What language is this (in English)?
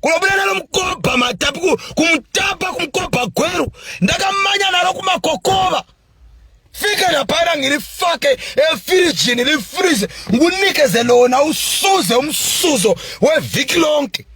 Shona